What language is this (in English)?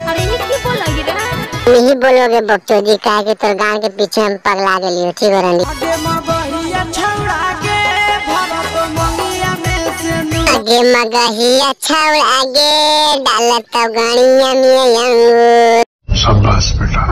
Magahi